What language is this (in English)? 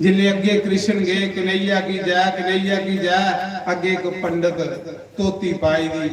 Dogri